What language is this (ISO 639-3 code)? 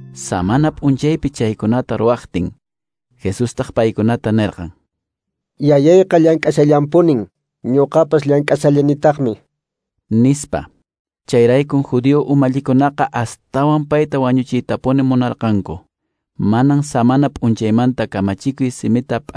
que